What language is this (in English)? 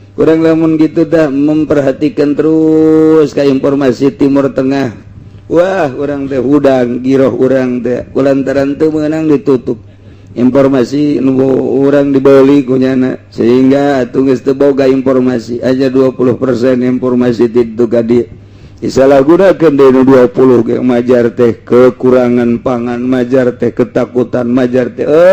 Sundanese